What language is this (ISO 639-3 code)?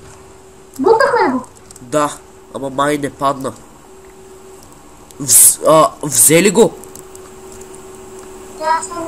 bul